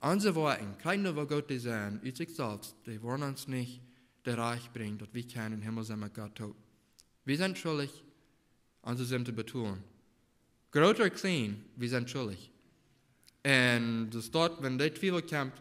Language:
Plautdietsch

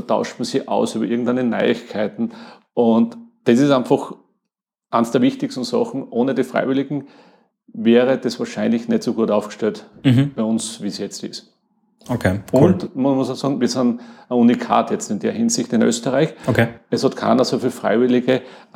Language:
German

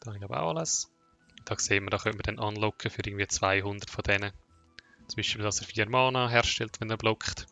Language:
Swiss German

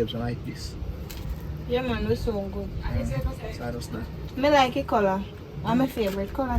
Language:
Jamaican Creole English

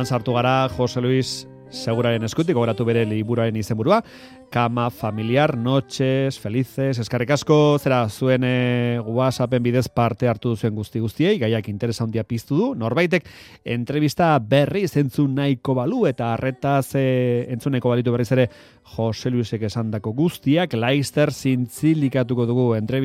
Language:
Basque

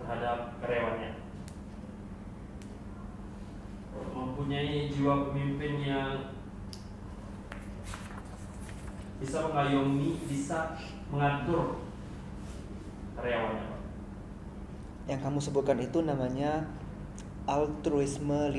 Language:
Indonesian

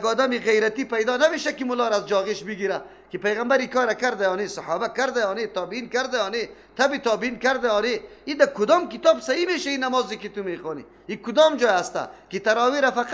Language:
Persian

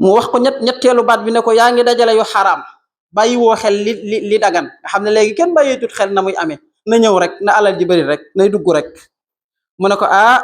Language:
Wolof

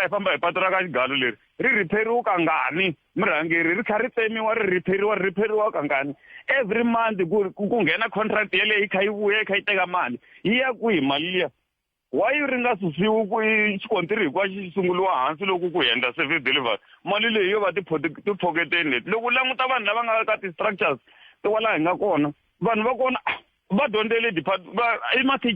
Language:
Tsonga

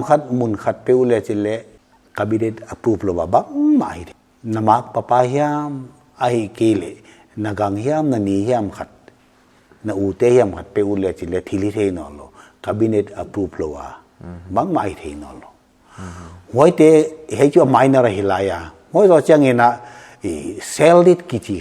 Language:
Paite Chin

